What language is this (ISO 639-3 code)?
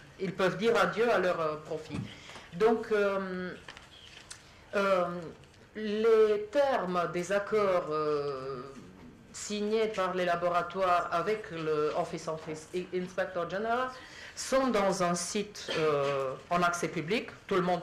fra